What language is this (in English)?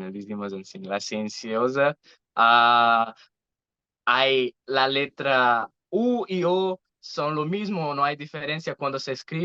Ladino